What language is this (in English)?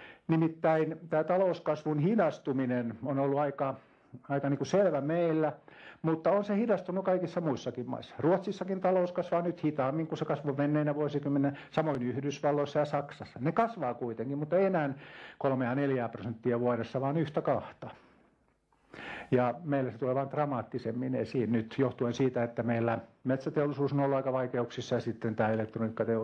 Finnish